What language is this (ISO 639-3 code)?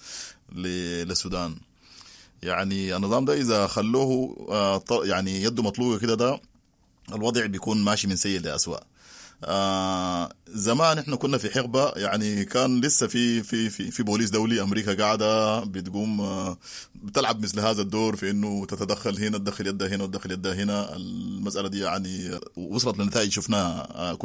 apd